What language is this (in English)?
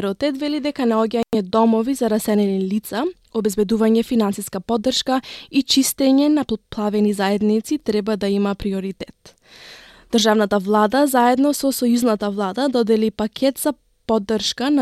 Macedonian